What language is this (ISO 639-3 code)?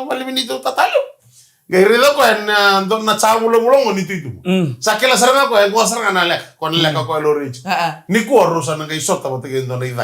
fij